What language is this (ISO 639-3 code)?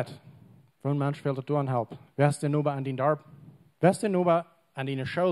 pdt